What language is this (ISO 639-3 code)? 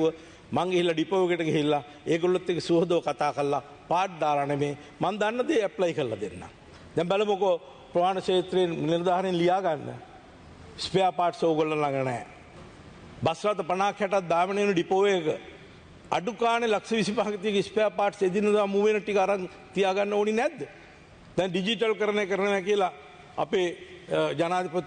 sin